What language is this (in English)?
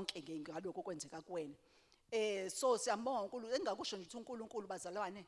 Zulu